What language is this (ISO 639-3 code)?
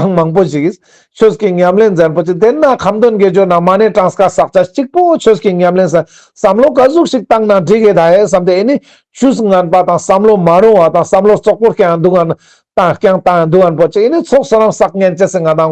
lbj